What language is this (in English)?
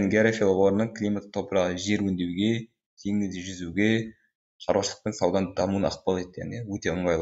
Kazakh